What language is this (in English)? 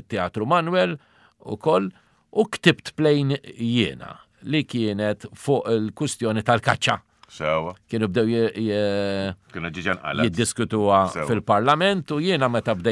Maltese